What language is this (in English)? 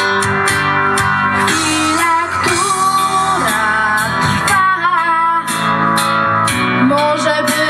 Polish